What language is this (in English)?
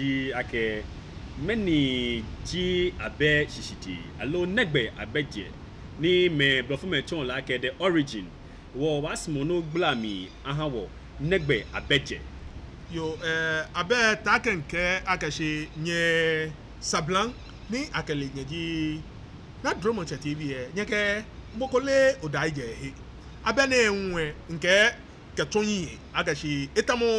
Ga